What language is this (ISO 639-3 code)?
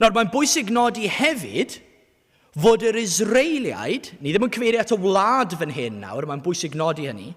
cym